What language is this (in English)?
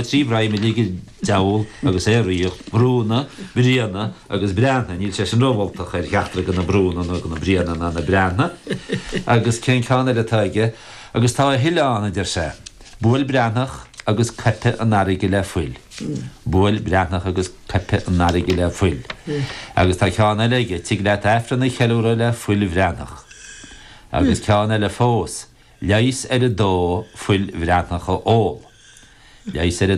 Irish